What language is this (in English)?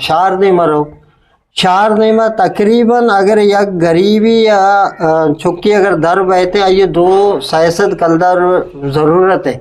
Eastern Balochi